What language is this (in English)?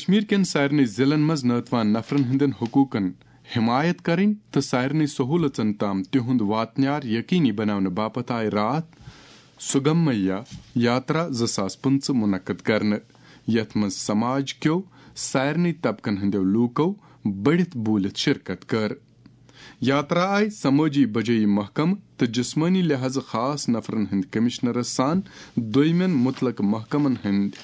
Kashmiri